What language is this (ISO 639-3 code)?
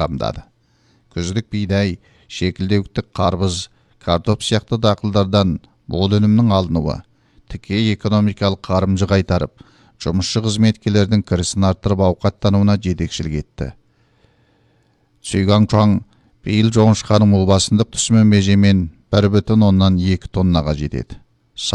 kaz